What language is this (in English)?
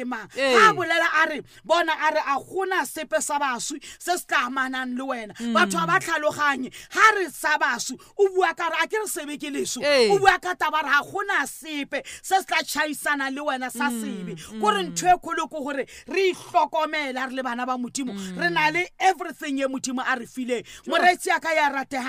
Southern Sotho